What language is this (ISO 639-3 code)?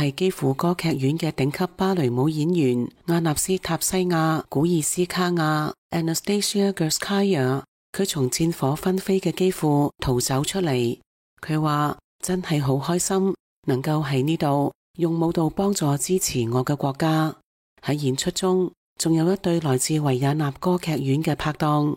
yue